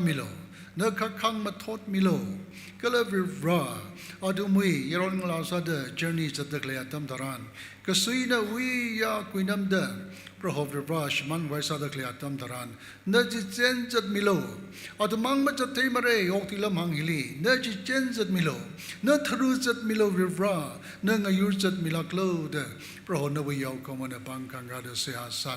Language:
Tangkhul Naga (India)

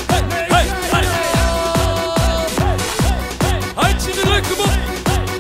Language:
Dutch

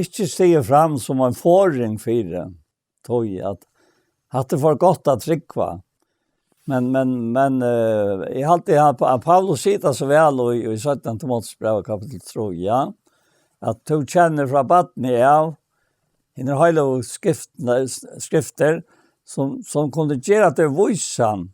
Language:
Faroese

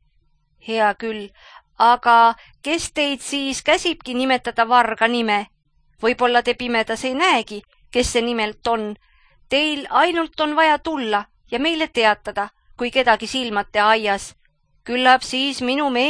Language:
Estonian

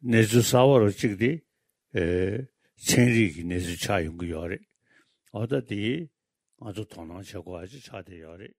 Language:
Tibetan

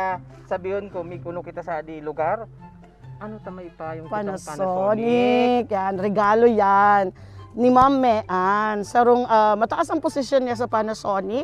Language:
Bikol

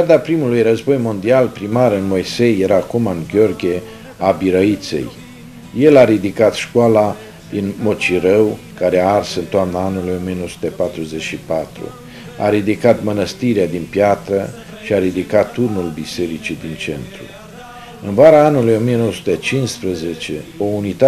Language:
Romanian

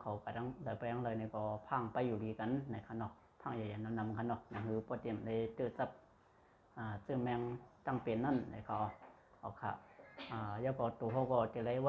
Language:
Shan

